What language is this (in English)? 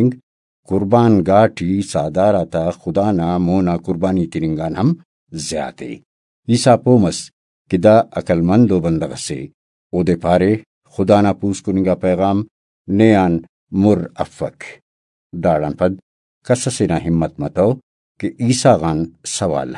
Brahui